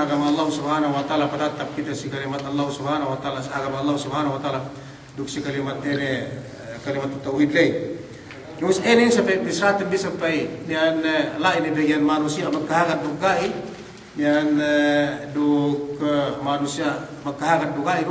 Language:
Yakan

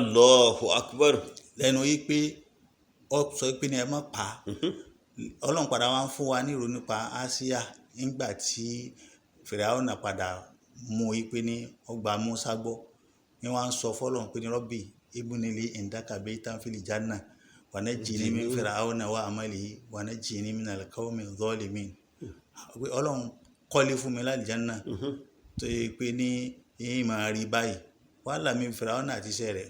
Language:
Yoruba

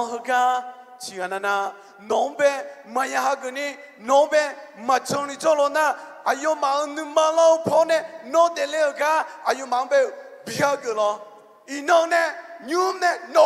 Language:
Akha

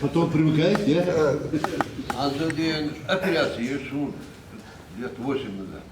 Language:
Ingush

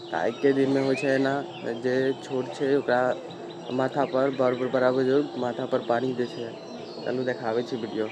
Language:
Maithili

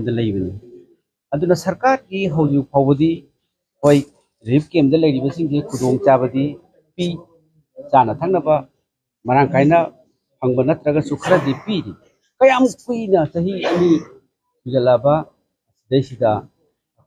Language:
Manipuri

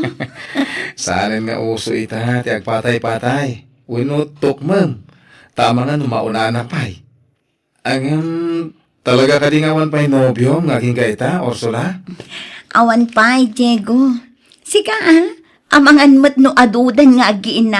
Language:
Iloko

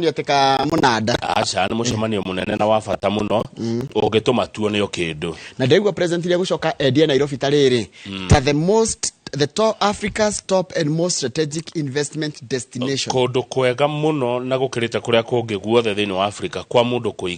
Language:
Kikuyu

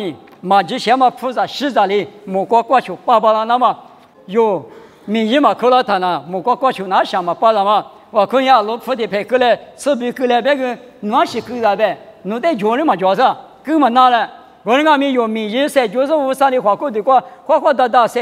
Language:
Lisu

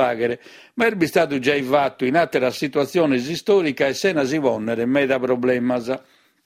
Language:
Sardinian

